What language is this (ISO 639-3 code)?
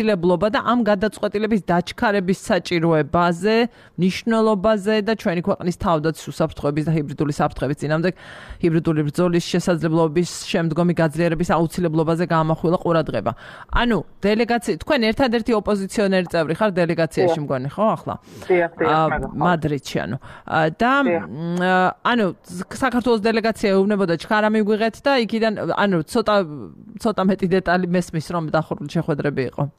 kat